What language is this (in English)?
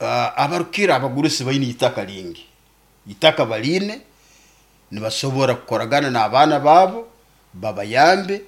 Nyoro